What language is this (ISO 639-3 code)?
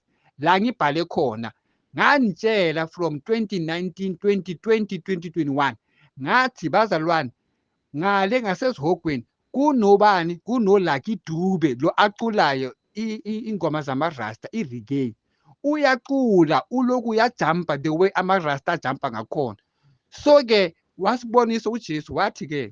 zul